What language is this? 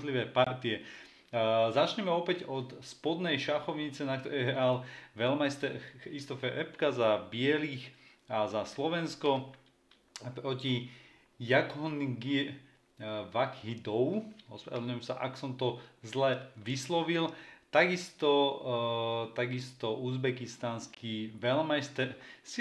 Slovak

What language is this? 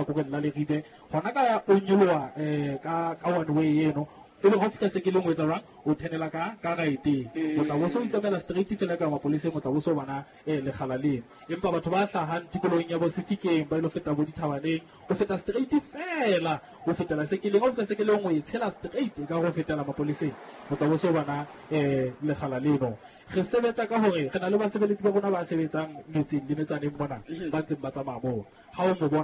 Southern Sotho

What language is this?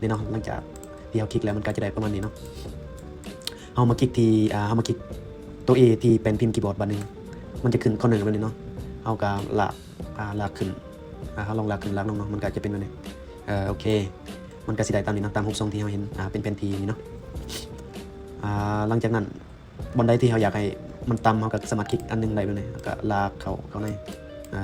Lao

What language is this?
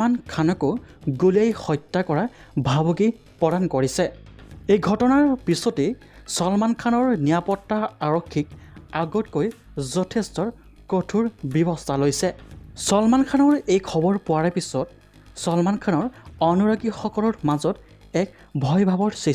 Assamese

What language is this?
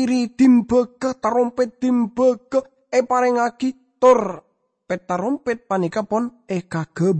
Madurese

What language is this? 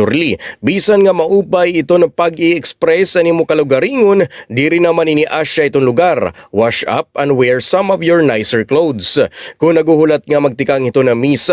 Waray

